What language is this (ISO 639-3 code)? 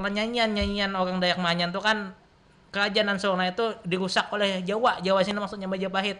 bjn